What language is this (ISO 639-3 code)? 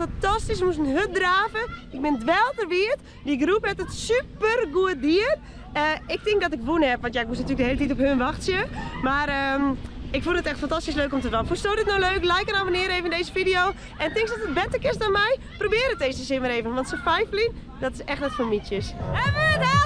fry